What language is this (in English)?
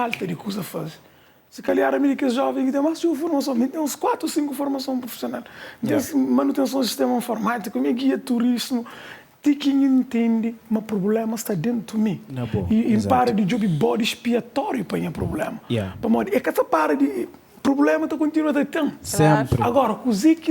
Kabuverdianu